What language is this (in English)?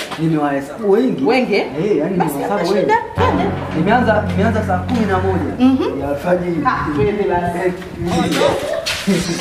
Swahili